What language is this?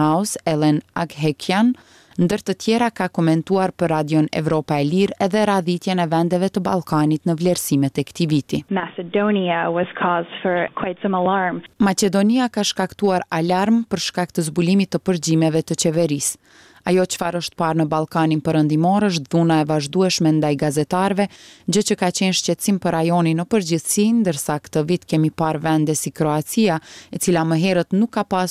Albanian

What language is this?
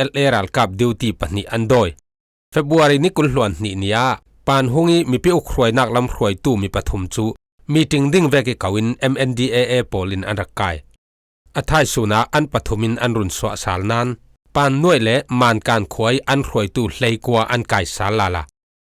Falam Chin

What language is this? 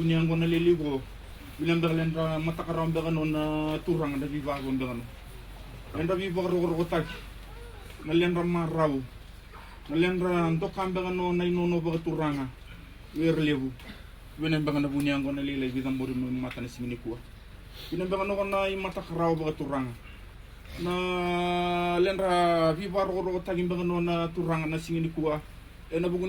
Fijian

